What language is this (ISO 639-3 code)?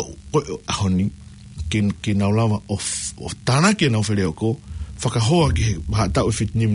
ton